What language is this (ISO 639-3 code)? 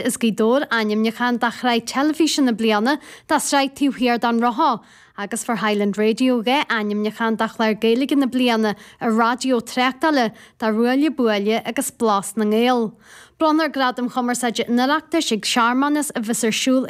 gle